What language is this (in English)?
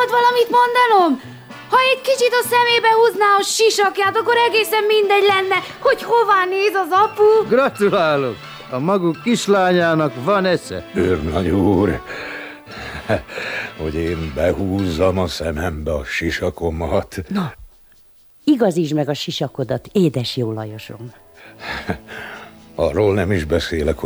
Hungarian